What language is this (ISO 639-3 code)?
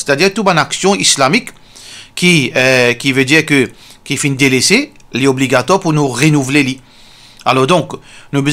mfe